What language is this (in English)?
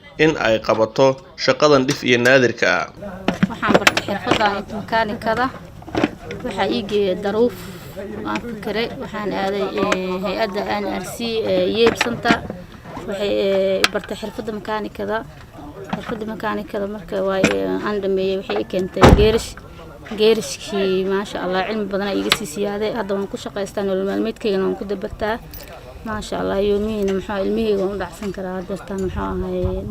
Somali